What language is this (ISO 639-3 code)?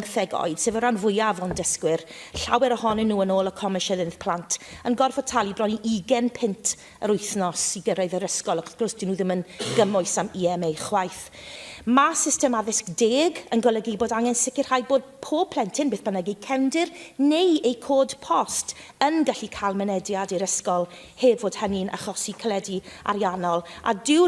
cym